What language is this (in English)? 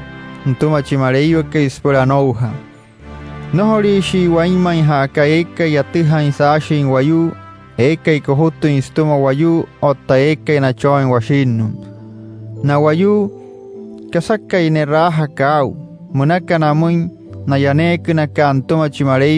Wayuu